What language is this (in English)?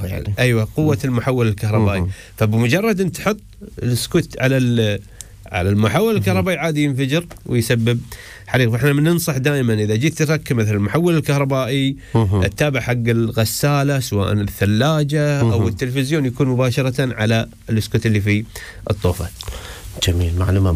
Urdu